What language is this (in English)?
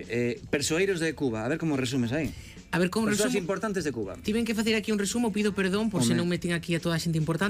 Galician